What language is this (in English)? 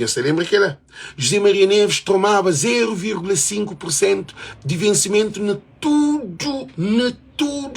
Kabuverdianu